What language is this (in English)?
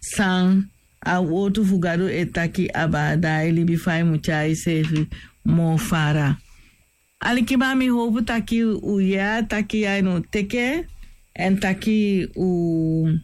Sranan Tongo